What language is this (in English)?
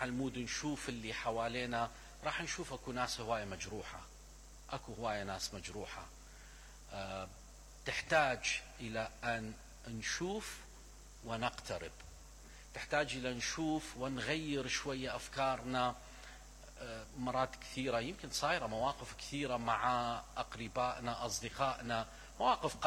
Mesopotamian Arabic